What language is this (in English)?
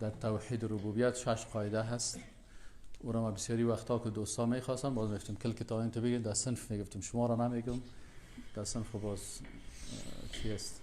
Persian